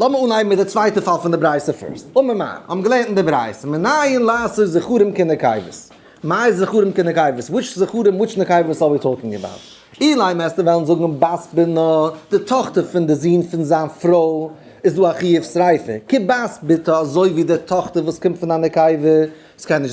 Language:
Yiddish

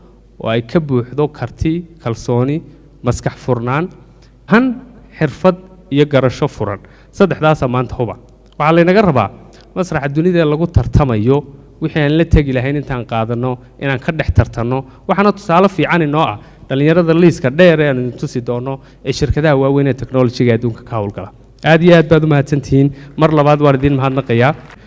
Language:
Somali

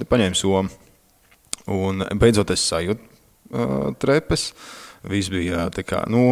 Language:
Latvian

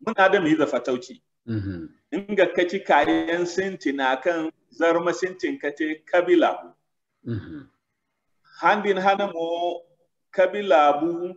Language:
Zarma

